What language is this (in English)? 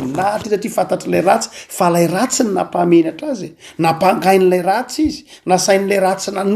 Malagasy